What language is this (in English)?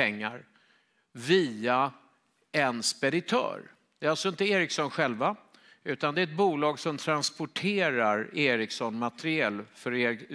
Swedish